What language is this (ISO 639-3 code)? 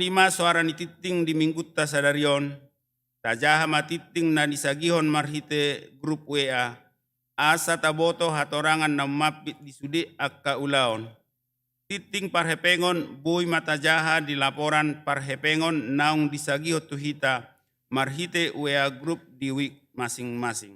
bbc